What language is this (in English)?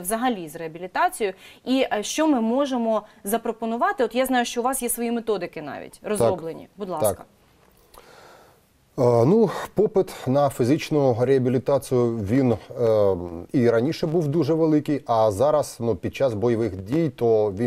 Ukrainian